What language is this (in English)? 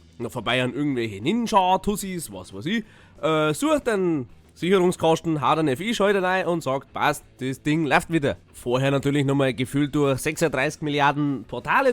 Bavarian